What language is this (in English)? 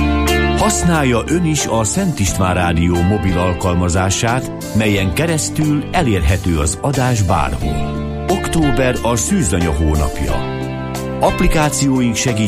Hungarian